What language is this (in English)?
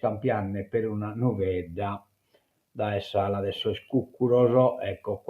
Sardinian